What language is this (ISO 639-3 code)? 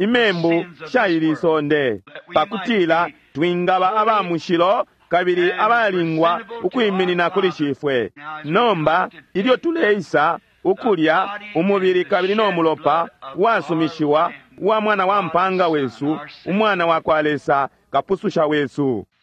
bem